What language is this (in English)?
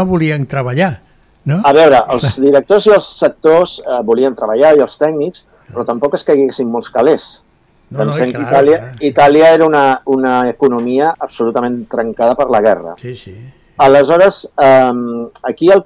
Catalan